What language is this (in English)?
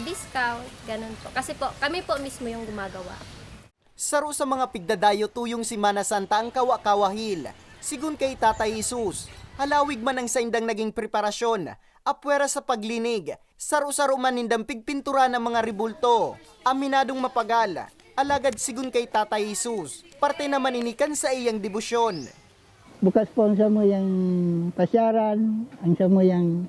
Bikol